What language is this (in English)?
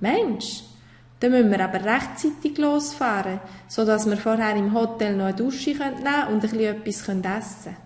Swiss German